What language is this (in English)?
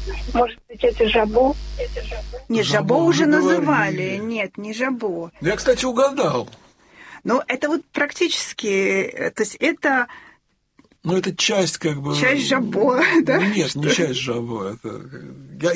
Russian